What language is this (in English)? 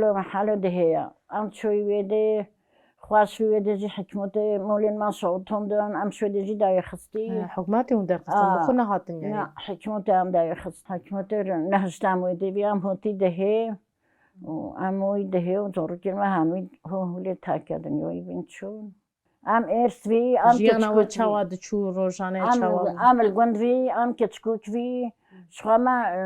Kurdish